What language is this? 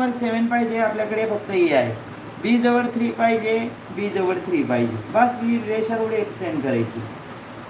Marathi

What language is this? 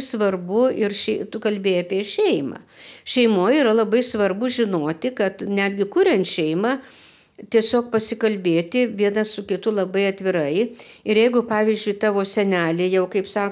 Lithuanian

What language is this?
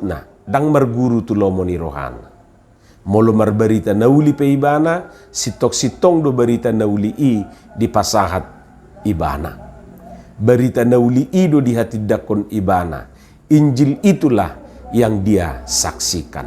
Batak Toba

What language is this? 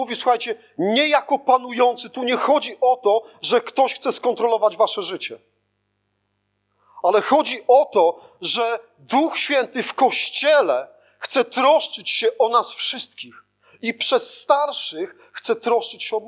Polish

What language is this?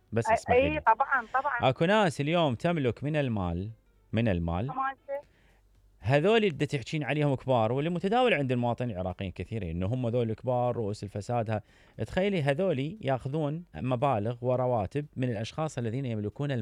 Mesopotamian Arabic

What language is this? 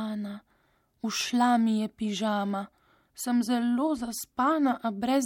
Slovenian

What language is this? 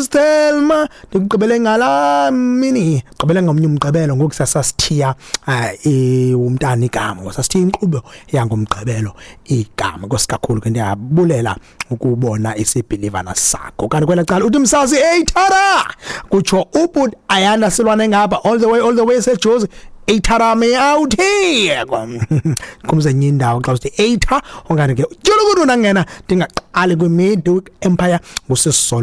Xhosa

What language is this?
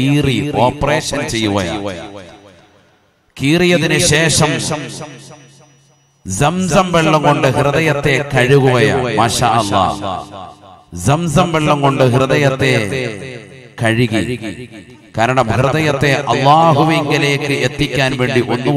Malayalam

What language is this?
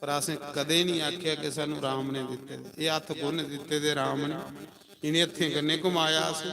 Dogri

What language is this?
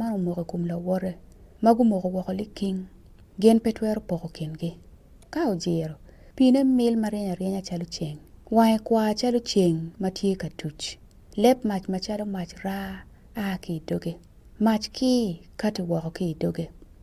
Acoli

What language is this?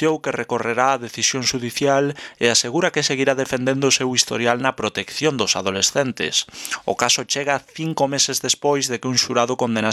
Galician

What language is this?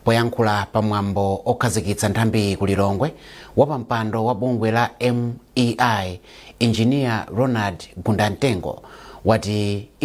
Nyanja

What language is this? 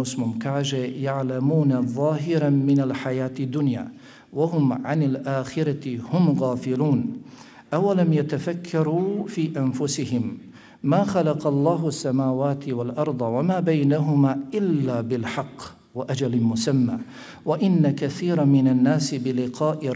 Bosnian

